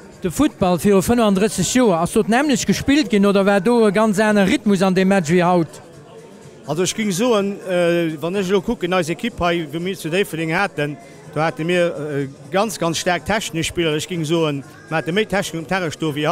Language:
Luxembourgish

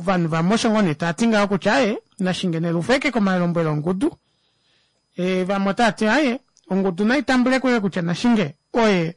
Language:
Kuanyama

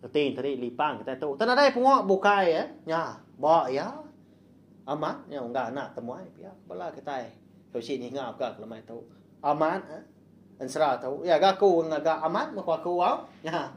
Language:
Iban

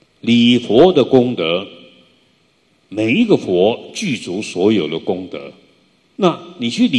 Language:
Chinese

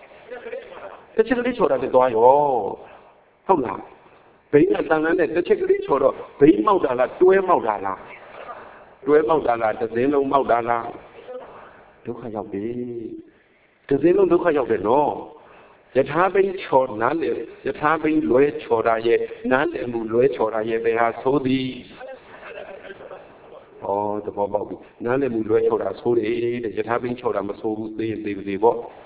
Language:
Burmese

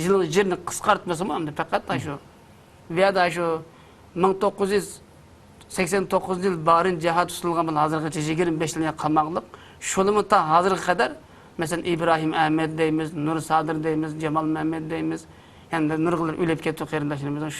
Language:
Uyghur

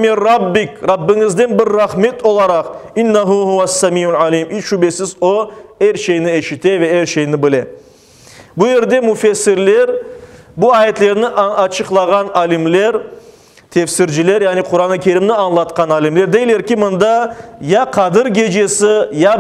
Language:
Crimean Tatar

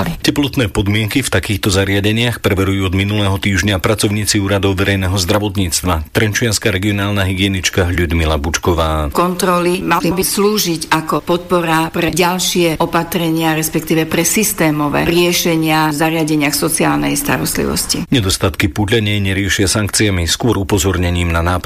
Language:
Slovak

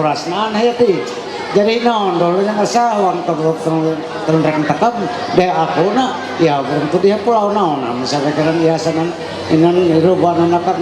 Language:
Ma'anyan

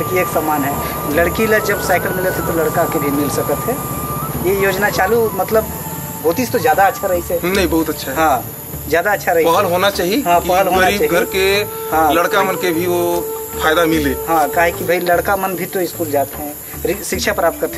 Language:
Chhattisgarhi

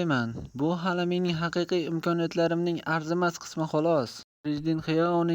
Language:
Uzbek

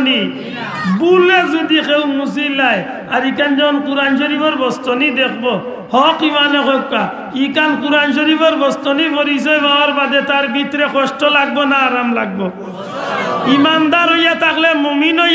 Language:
Sylheti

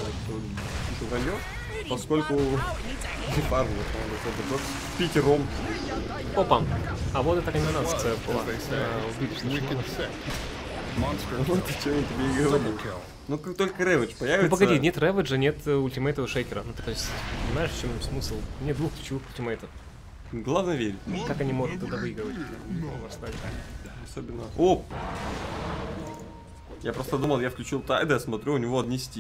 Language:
Russian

